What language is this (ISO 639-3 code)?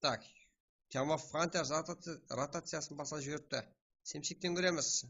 kaa